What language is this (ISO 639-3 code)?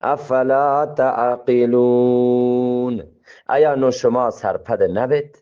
bgp